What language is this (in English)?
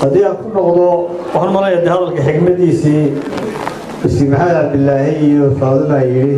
Somali